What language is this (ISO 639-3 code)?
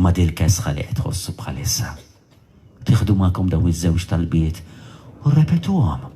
mlt